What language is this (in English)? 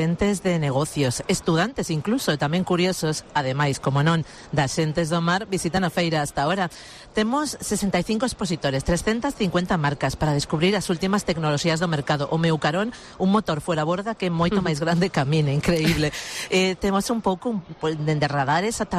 Galician